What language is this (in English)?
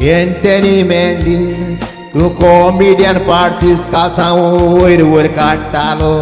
Konkani